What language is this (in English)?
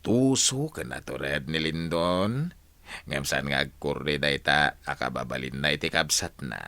Iloko